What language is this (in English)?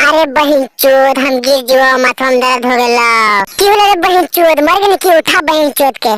Magahi